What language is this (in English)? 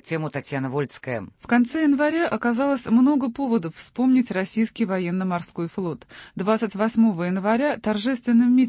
Russian